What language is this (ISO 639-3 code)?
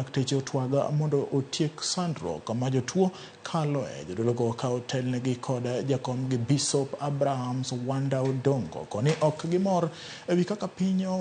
luo